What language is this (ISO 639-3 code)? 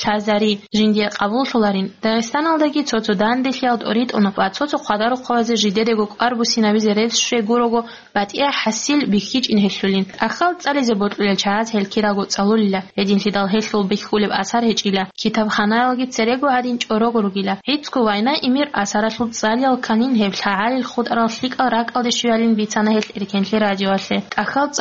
ava